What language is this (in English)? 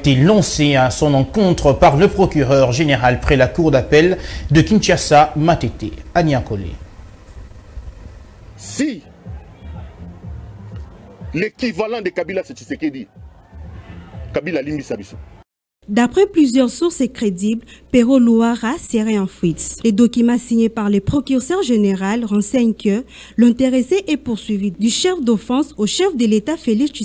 French